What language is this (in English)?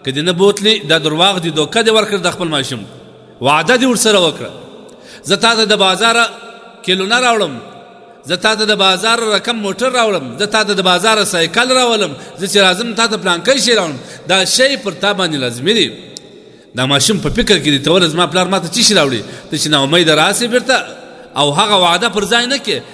Pashto